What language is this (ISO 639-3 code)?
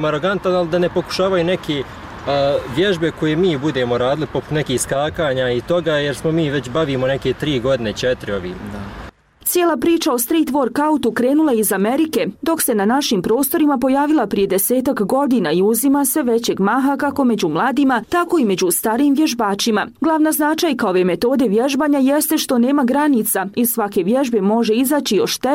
bos